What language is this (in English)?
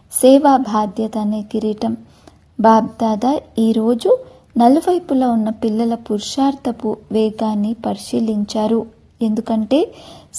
Telugu